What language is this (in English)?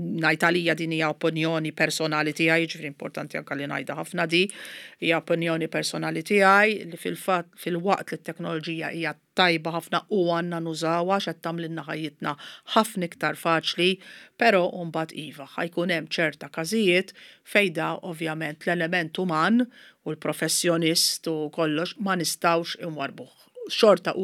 Maltese